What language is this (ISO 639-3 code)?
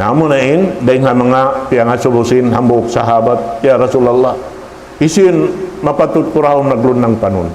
tsg